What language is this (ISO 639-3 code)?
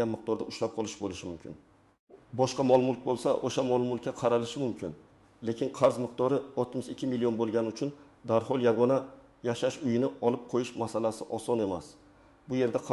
uzb